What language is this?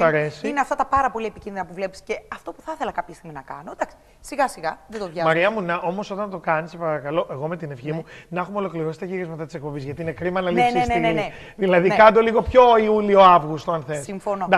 Greek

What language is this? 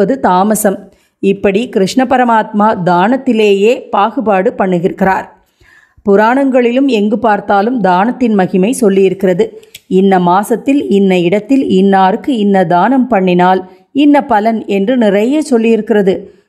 Tamil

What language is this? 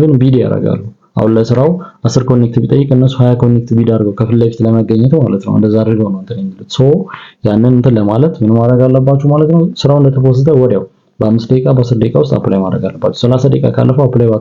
Amharic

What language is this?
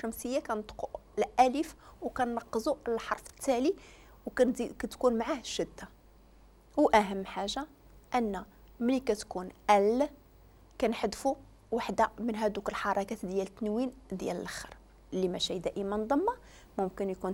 Moroccan Arabic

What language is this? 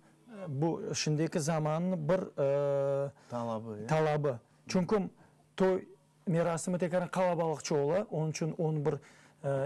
Crimean Tatar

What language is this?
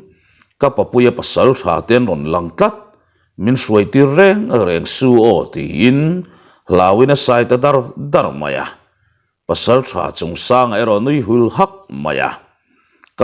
Mizo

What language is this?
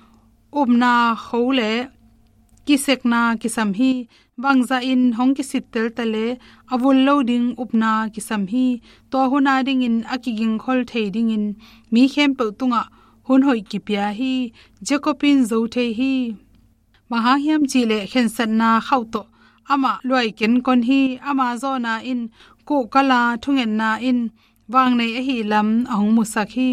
Tedim Chin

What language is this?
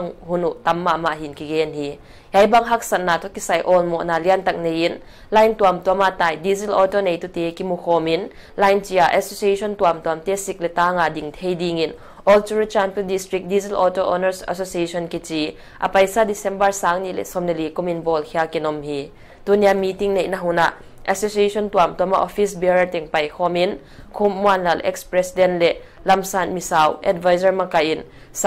Paite Chin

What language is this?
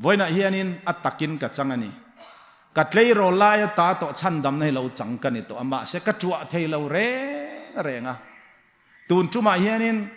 Hmar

